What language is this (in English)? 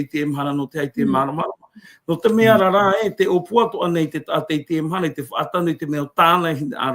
Tahitian